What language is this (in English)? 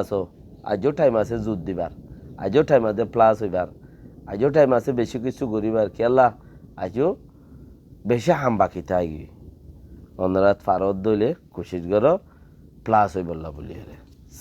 Rohingya